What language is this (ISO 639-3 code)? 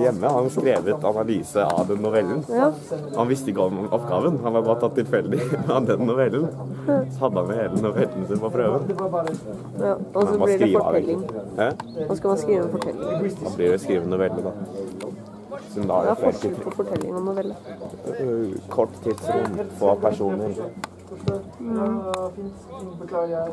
nor